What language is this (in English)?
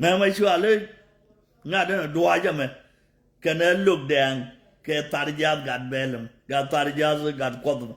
Nuer